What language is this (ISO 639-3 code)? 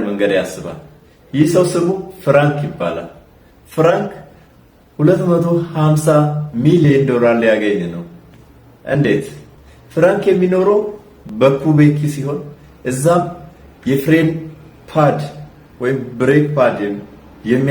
amh